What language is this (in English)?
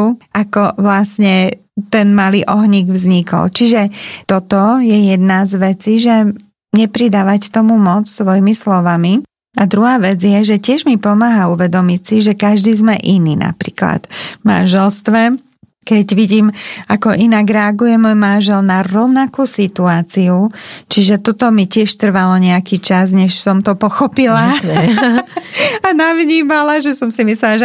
Slovak